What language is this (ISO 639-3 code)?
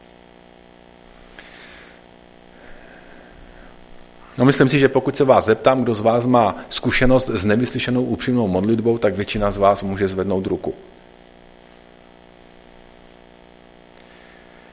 ces